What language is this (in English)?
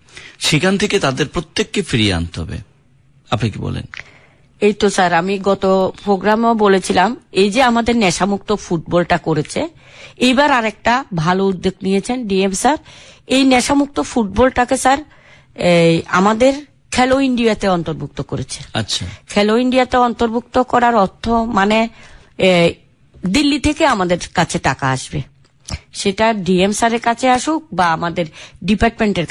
Bangla